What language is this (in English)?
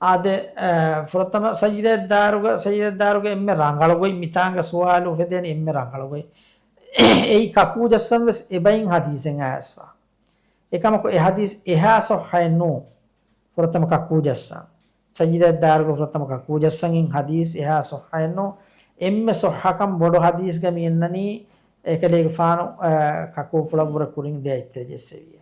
Divehi